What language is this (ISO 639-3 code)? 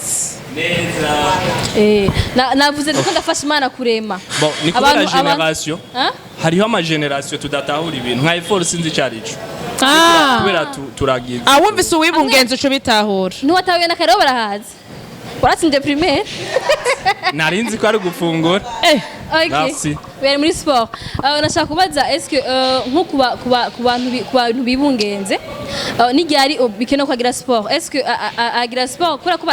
run